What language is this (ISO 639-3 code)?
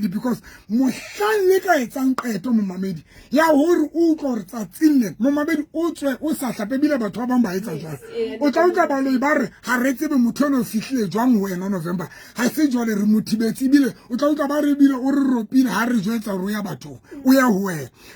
sot